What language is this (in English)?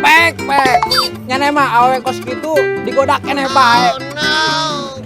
Sundanese